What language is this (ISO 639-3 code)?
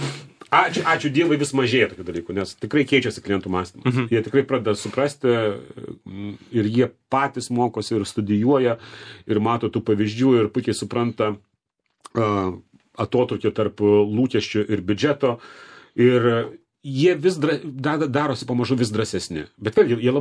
lit